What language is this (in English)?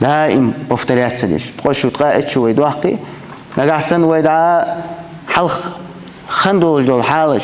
Ingush